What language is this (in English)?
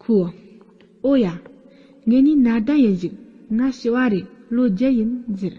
Tibetan